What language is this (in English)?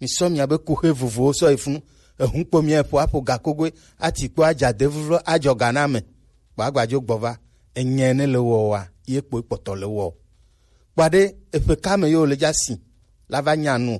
Gen